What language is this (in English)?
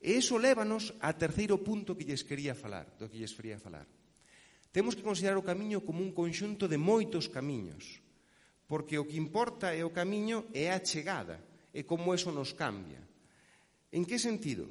Galician